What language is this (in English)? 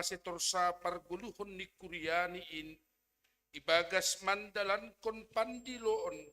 Batak Simalungun